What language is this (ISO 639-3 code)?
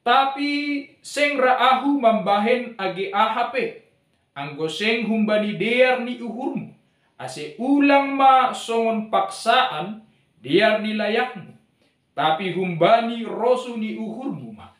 bts